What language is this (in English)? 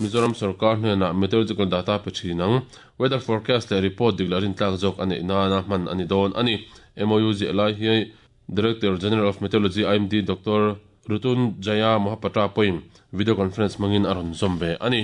Mizo